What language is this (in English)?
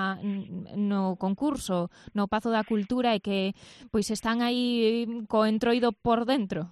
Galician